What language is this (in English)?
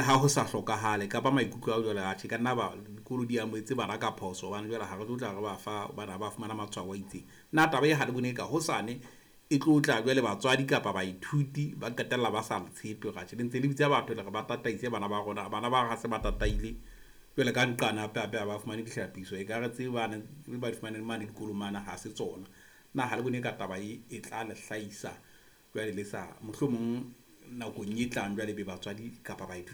Southern Sotho